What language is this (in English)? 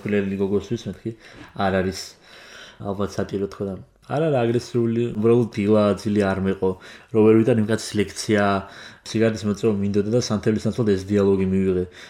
Georgian